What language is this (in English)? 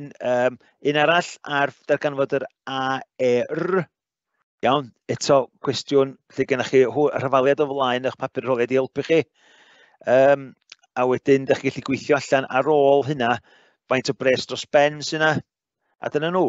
Welsh